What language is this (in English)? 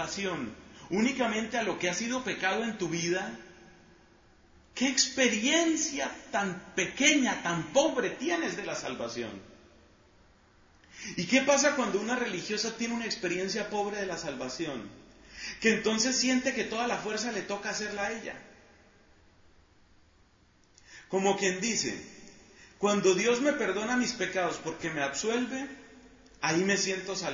Spanish